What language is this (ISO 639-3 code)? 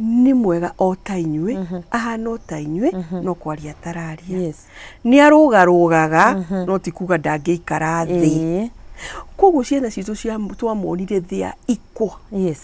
kik